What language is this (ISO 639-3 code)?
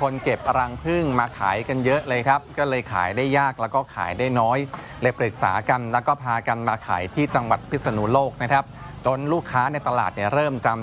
tha